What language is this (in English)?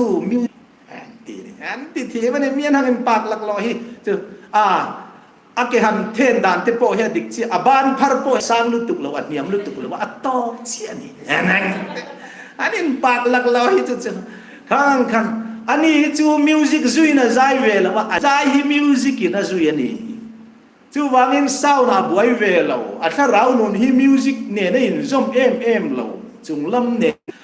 Hmar